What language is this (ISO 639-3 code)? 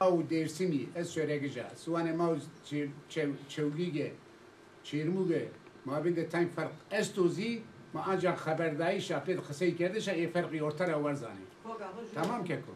zza